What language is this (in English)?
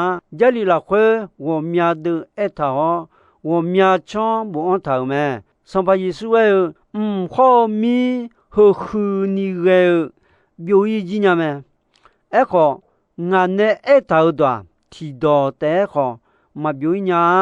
Akha